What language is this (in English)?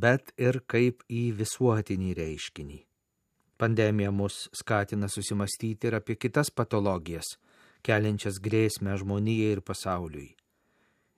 Lithuanian